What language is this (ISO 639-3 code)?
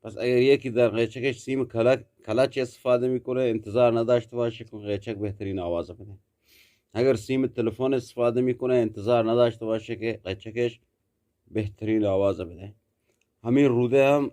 bgp